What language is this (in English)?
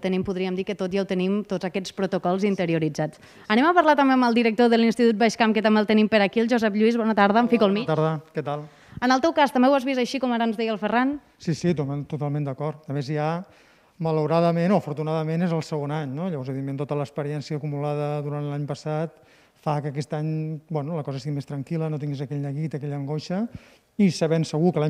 Catalan